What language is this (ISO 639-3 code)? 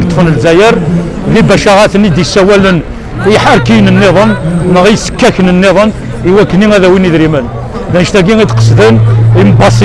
kab